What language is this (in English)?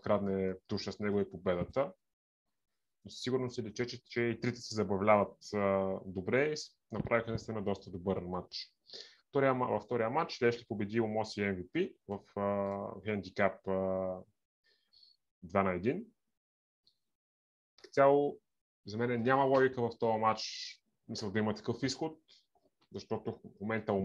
Bulgarian